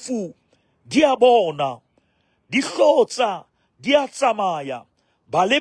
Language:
Southern Sotho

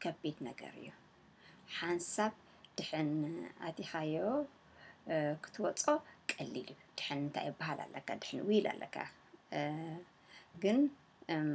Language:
Tigrinya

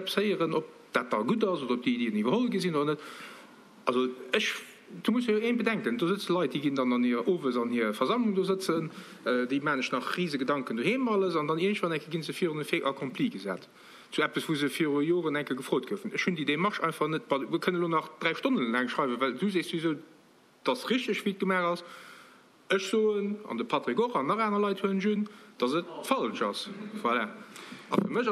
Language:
Luxembourgish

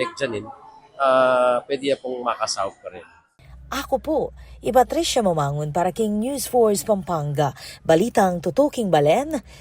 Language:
Pampanga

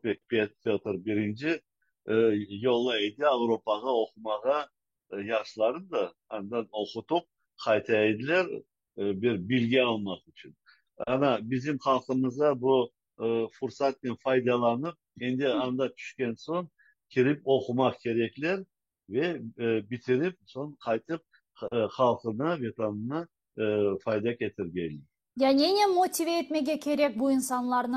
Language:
Crimean Tatar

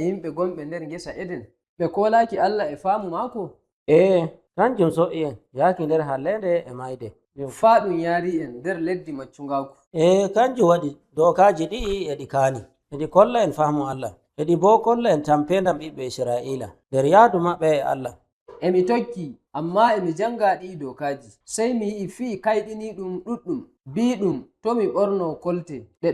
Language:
Nigerian Fulfulde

